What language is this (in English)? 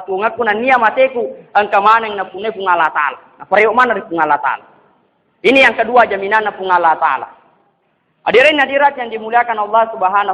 Buginese